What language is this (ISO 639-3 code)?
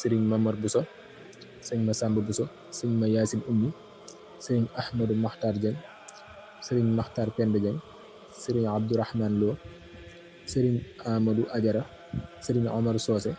wol